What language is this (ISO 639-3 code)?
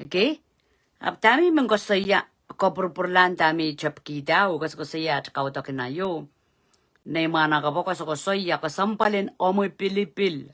pon